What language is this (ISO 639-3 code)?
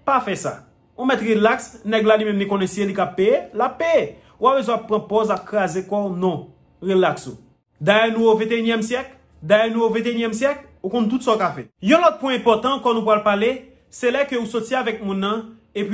hat